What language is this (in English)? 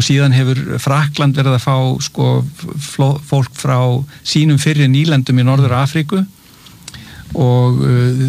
Icelandic